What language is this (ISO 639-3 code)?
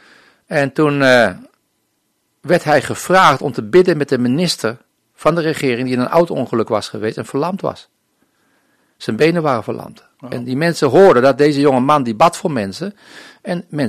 nld